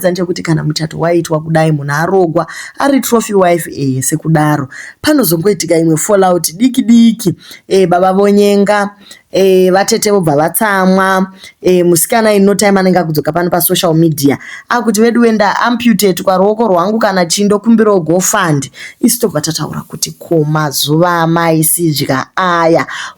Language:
Shona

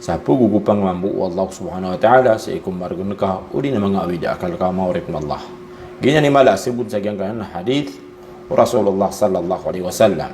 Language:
Maranao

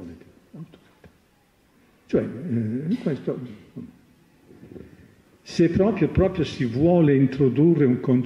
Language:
Italian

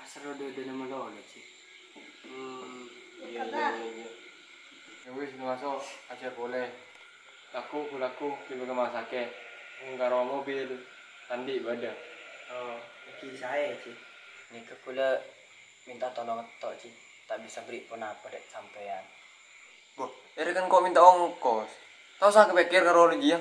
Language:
Madurese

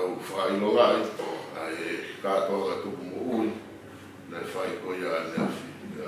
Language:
Tongan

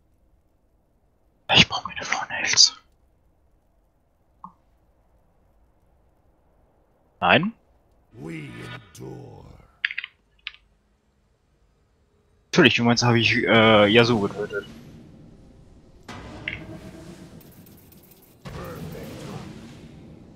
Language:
German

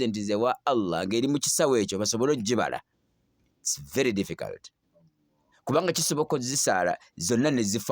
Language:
Ganda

